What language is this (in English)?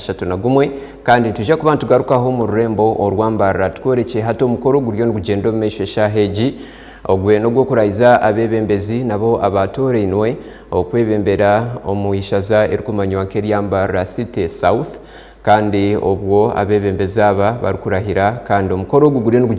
Nyankole